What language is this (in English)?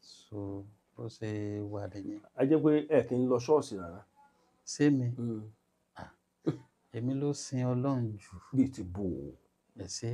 Yoruba